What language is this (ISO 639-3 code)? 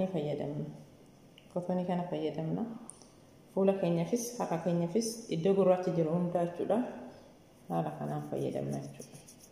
orm